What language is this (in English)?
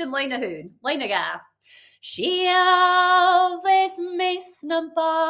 Scottish Gaelic